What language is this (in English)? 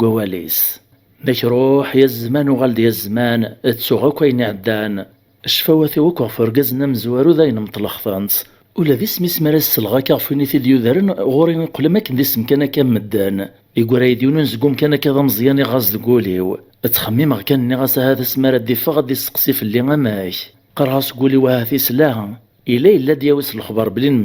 Kabyle